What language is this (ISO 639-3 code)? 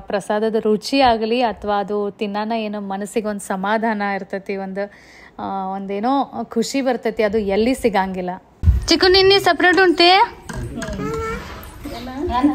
kan